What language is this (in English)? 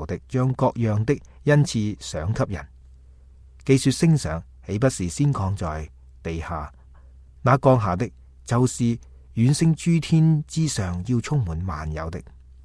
Cantonese